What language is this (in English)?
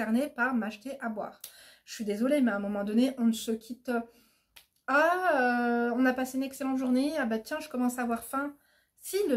French